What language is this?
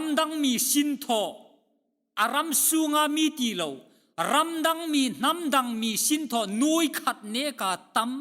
Hmar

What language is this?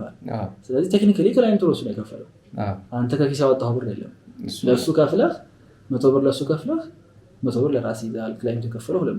Amharic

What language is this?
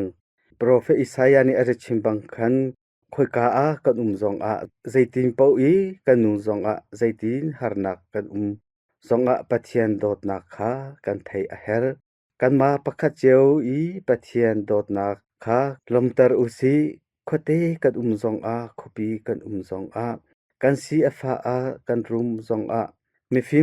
Hakha Chin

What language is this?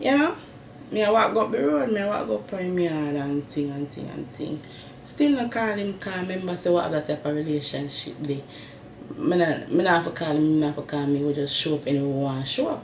Jamaican Creole English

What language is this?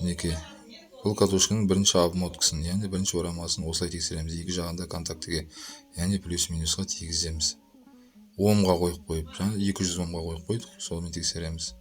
Kazakh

